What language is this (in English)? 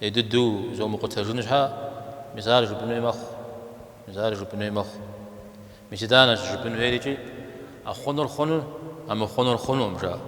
Kabardian